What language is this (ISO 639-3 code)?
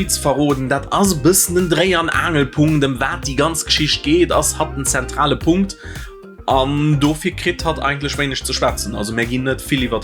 ltz